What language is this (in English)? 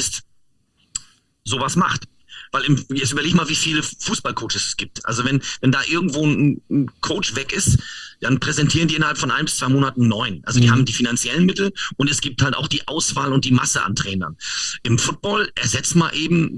German